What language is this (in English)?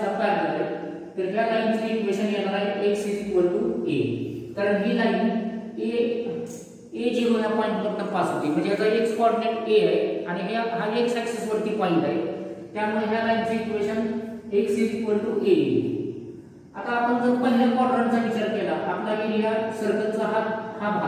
Marathi